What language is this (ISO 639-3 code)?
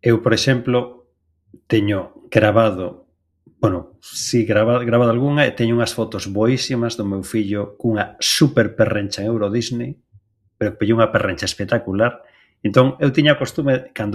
glg